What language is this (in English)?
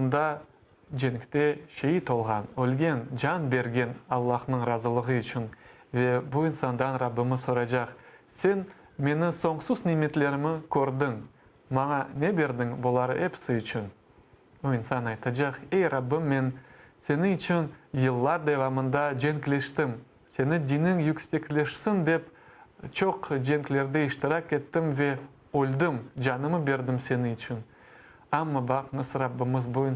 Crimean Tatar